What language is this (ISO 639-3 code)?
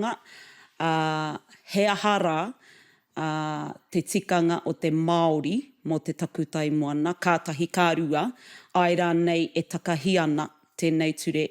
mri